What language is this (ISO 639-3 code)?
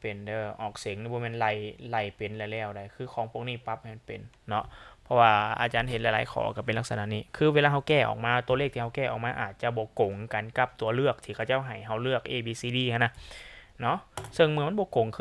lao